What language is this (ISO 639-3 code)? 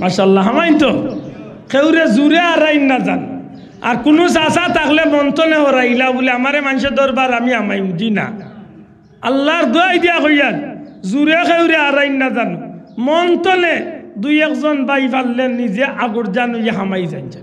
syl